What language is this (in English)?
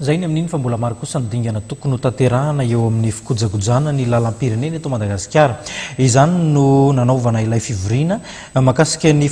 Malagasy